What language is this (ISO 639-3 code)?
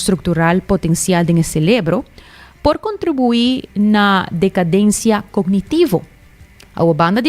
pap